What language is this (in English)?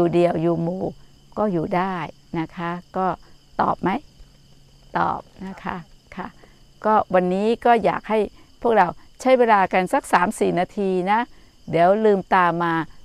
Thai